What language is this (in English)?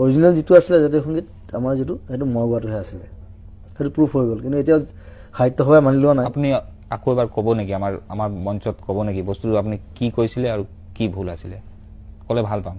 Assamese